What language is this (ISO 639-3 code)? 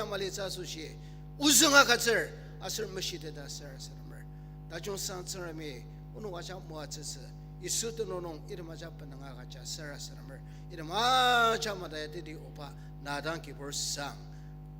njo